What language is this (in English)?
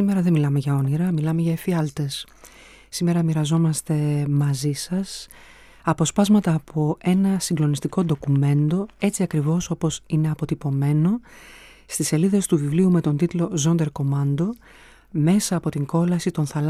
Greek